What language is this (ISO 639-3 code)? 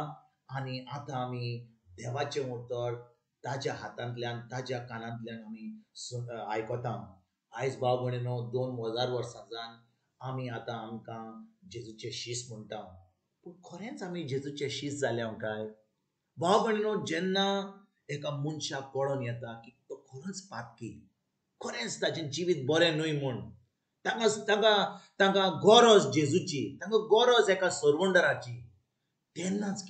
kok